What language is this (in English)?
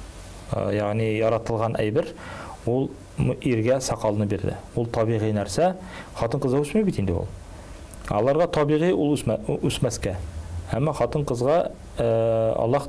Tatar